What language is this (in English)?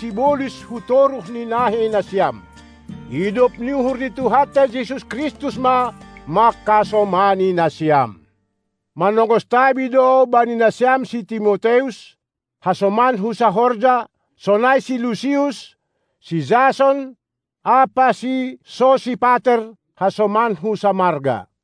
Batak Simalungun